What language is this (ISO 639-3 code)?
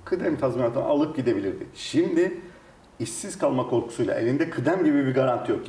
tur